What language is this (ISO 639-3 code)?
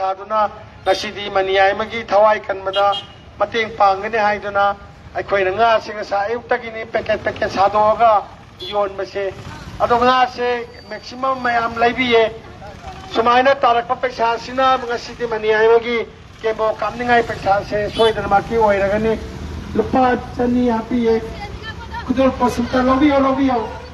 mni